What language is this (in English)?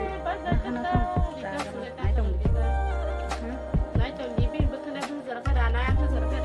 Kok Borok